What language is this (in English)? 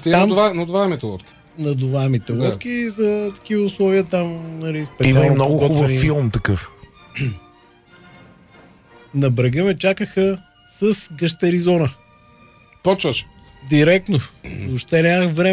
Bulgarian